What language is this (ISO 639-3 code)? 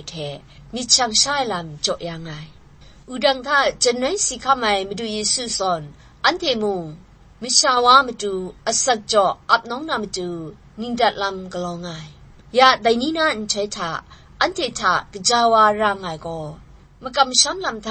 kac